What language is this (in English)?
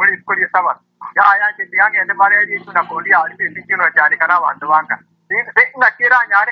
Swahili